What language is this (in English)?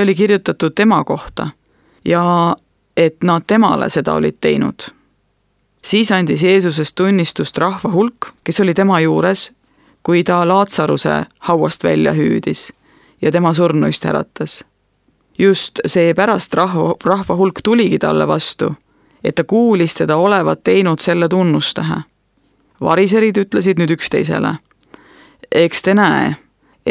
Estonian